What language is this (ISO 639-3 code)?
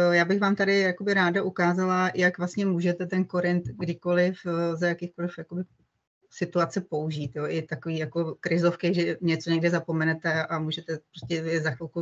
ces